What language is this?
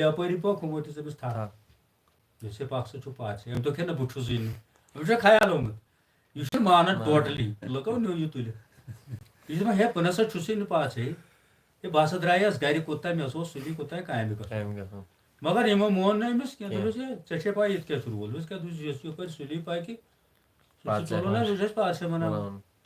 Kashmiri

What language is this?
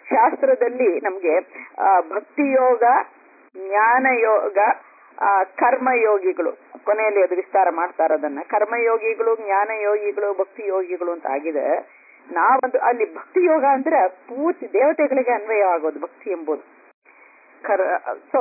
Kannada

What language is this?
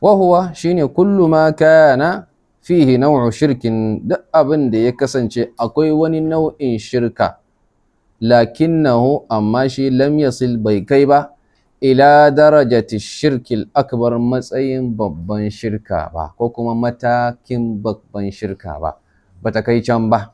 Hausa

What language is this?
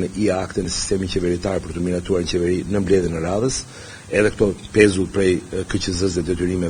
Albanian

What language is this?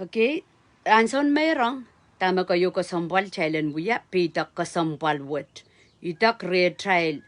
Pohnpeian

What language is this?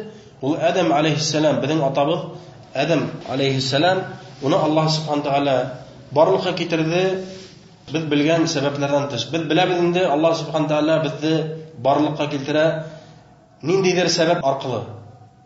Bashkir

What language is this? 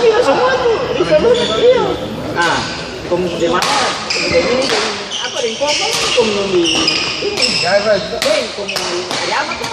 Ambonese Malay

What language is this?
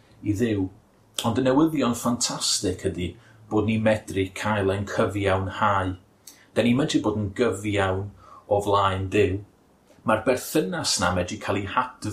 Welsh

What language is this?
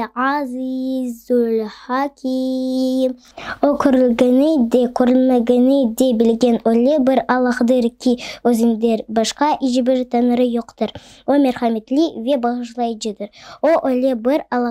Crimean Tatar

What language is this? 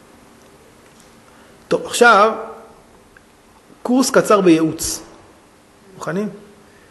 Hebrew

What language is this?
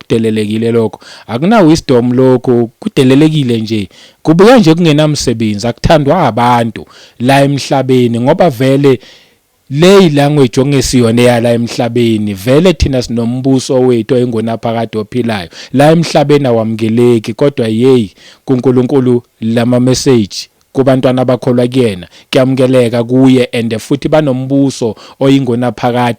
Zulu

